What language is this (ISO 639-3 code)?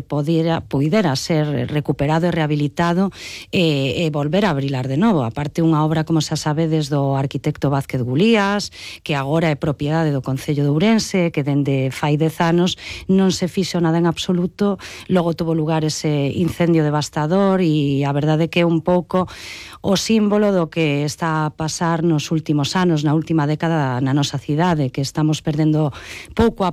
glg